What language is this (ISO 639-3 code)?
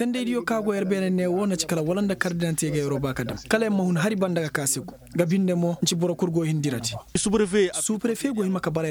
ses